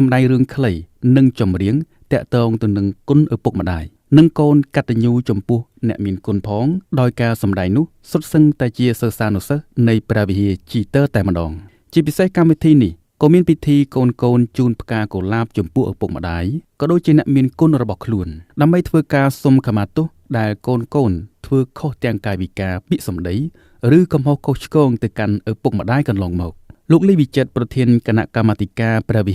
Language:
Khmer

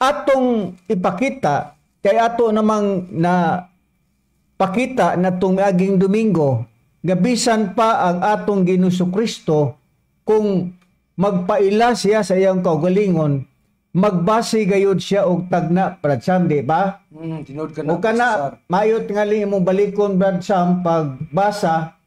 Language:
Cebuano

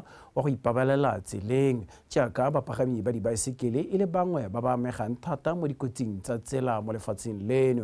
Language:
Tswana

